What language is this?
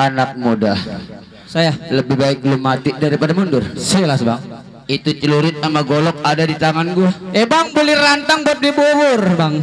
Betawi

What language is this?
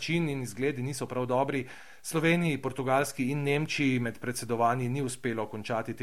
Slovenian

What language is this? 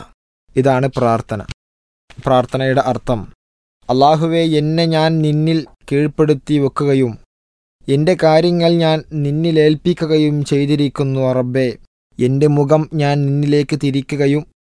Malayalam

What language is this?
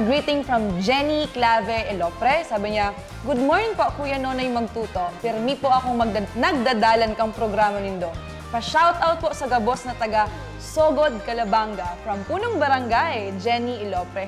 Bikol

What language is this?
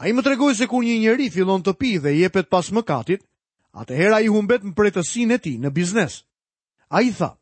Albanian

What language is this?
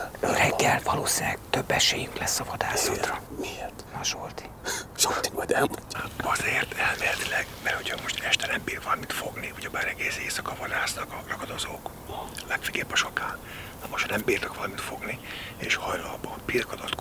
Hungarian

